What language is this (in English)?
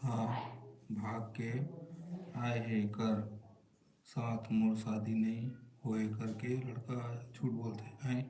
Chhattisgarhi